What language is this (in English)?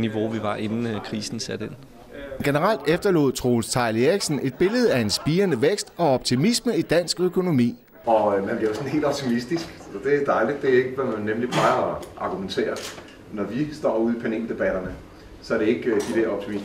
Danish